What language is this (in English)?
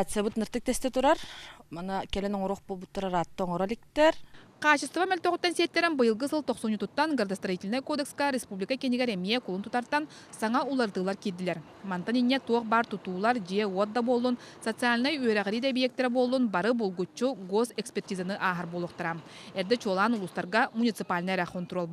Yakut